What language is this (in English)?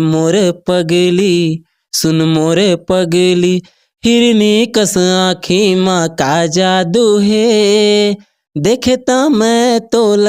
Chhattisgarhi